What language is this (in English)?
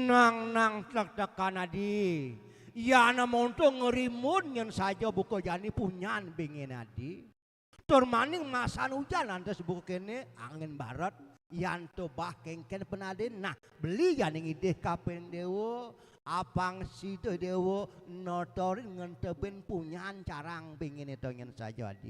Balinese